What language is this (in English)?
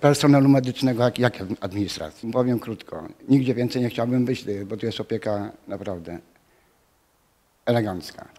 Polish